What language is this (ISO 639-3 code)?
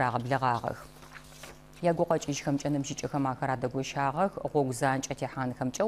ady